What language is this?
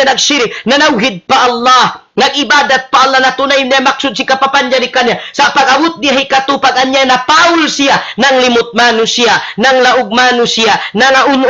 Tausug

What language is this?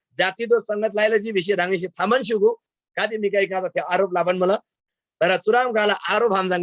Eastern Tamang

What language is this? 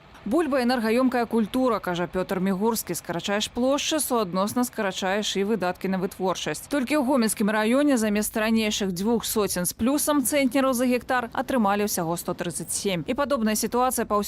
Belarusian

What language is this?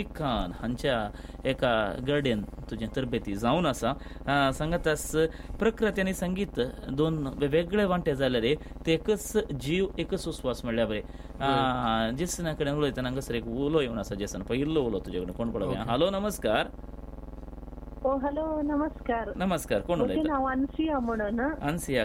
Konkani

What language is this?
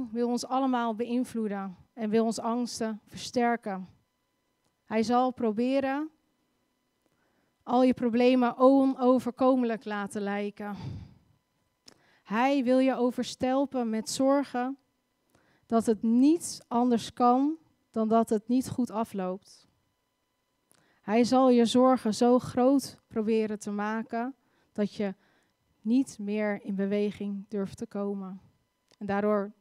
Dutch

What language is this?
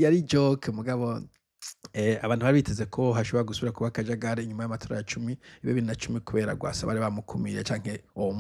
Rundi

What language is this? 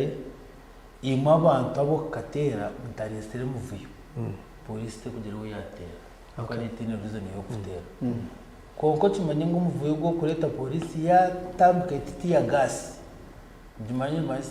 Nyankole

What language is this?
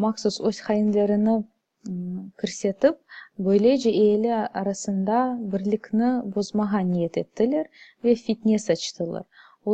Crimean Tatar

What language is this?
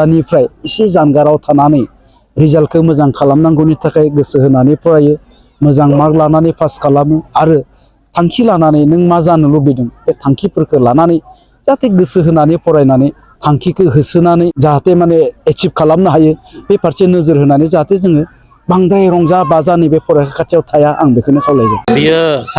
Bodo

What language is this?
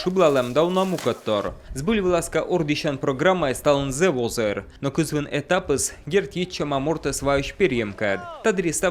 Komi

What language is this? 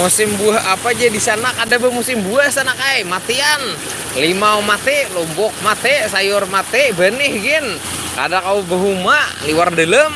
Banjar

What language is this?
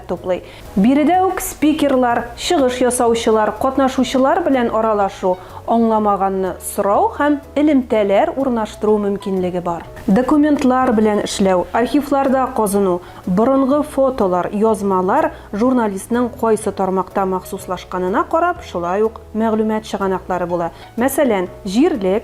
Tatar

